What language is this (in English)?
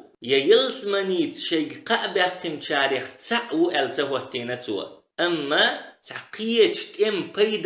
Chechen